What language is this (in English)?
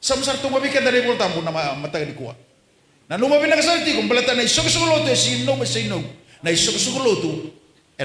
Fijian